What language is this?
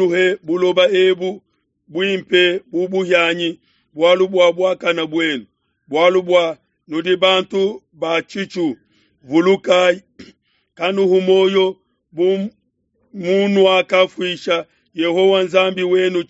Luba-Lulua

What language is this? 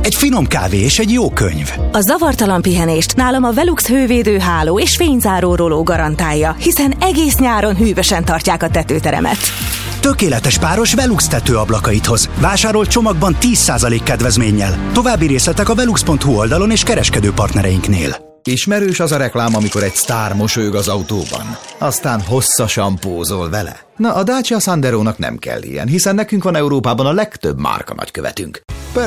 Hungarian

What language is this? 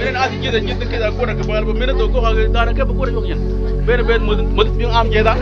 Mabaan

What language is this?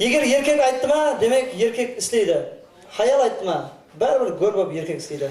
Kara-Kalpak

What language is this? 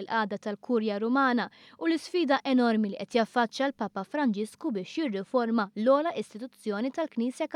Maltese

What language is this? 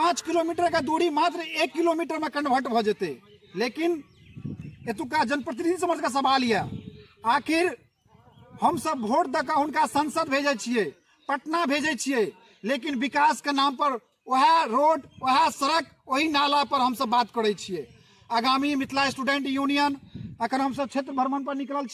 Maithili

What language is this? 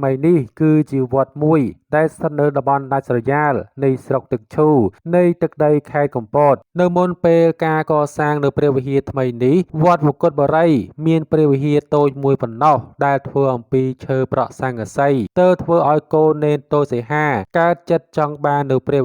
Khmer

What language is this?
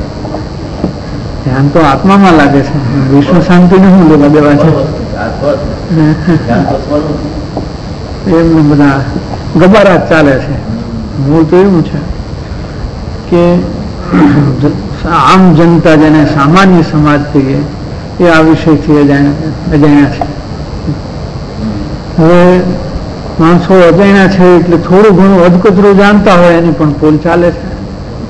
Gujarati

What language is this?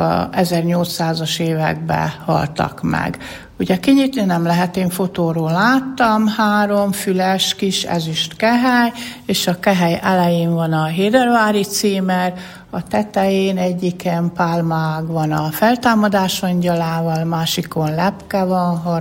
Hungarian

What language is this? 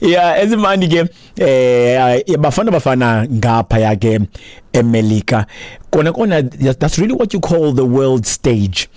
Xhosa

